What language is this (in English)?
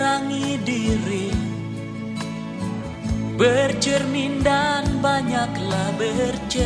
Indonesian